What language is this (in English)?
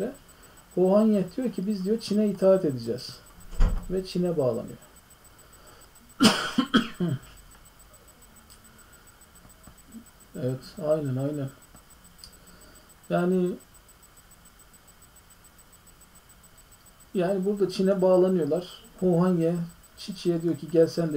Turkish